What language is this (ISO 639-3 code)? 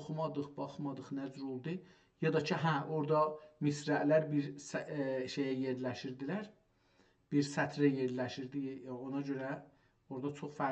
azb